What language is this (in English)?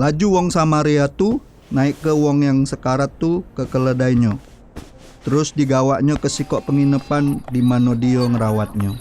Musi